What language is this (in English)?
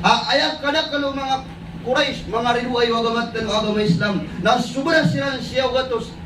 Maranao